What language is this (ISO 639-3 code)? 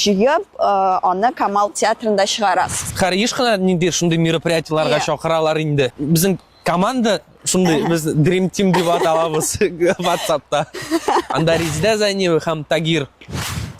tat